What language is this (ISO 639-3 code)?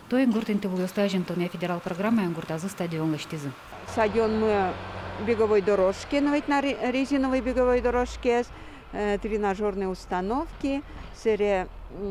udm